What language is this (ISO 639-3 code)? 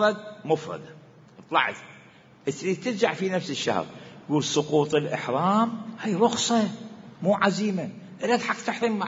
acm